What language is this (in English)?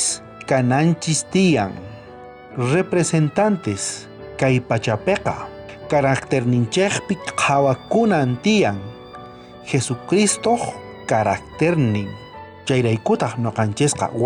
South Bolivian Quechua